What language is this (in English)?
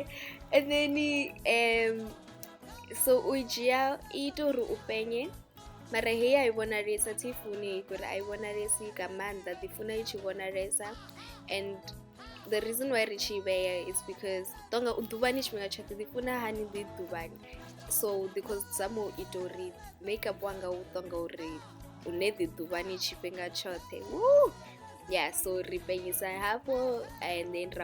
Venda